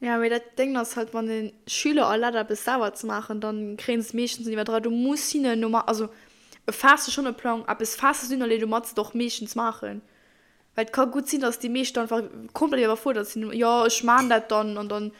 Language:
Luxembourgish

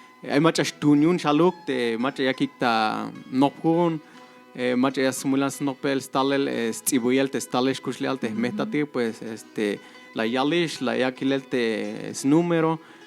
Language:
Tzeltal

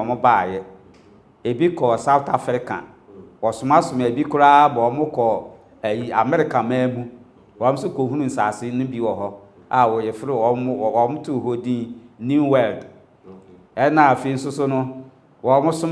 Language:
Akan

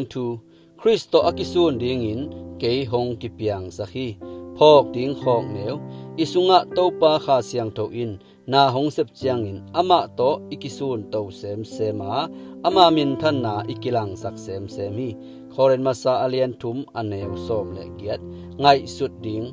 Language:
Tedim Chin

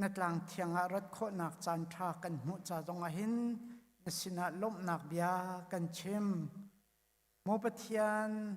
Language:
Hakha Chin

